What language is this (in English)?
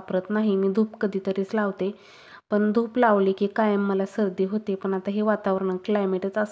Marathi